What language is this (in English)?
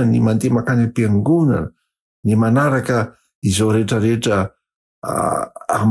Malagasy